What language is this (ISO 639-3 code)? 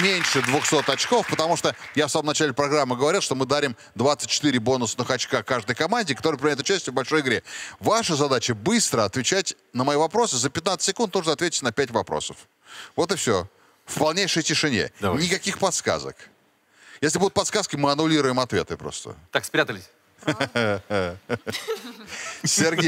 rus